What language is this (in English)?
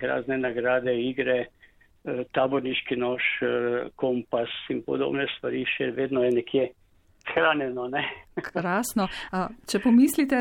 Slovenian